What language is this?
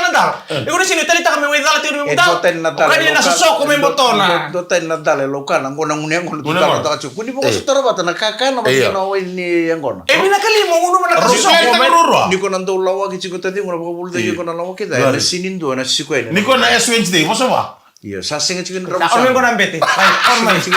Fijian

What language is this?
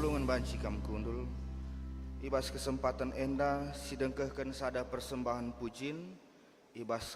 Batak Karo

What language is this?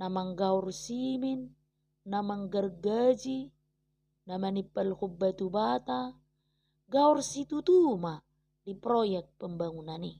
Batak Toba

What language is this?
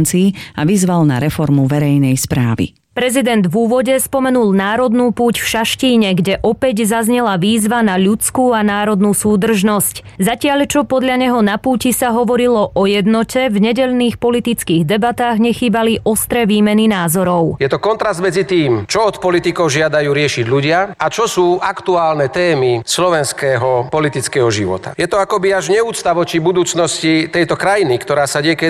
Slovak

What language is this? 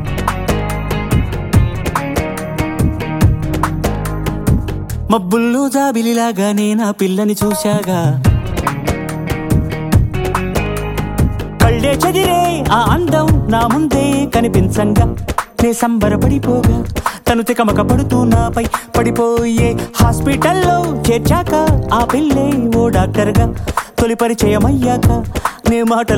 Telugu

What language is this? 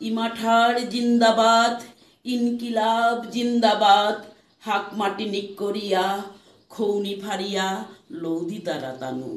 Bishnupriya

